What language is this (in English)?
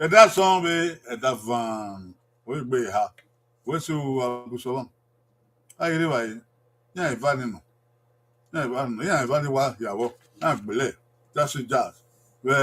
Bini